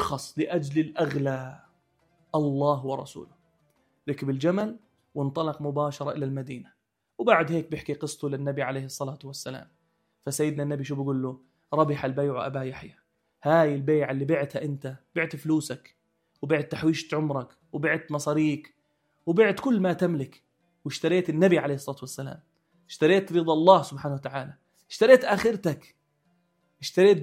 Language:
North Levantine Arabic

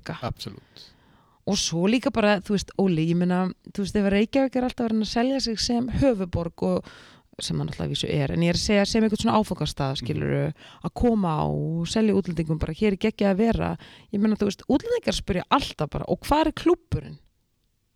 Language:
Icelandic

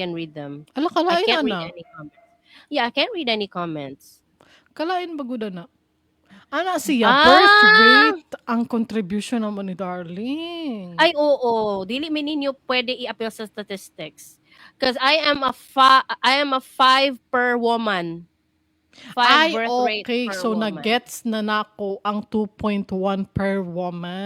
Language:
Cebuano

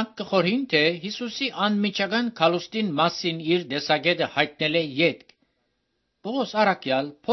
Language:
Armenian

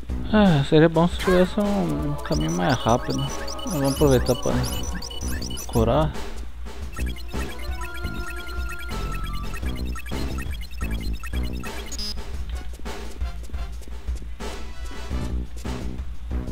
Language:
Portuguese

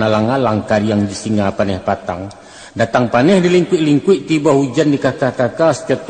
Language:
Minangkabau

